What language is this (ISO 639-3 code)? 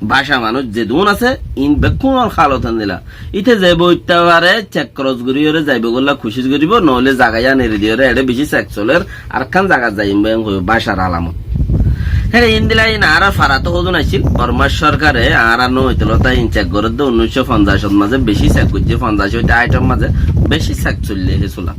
rhg